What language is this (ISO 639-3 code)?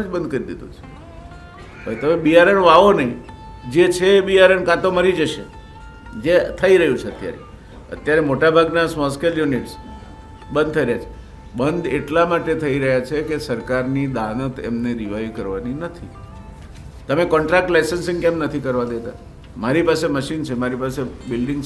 guj